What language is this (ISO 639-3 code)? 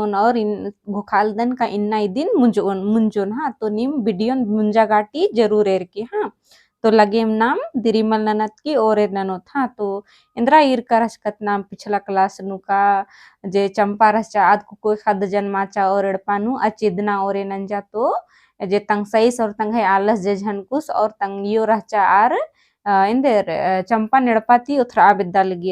kru